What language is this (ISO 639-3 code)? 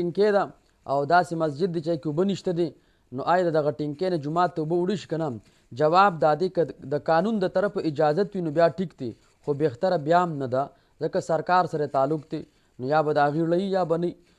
pus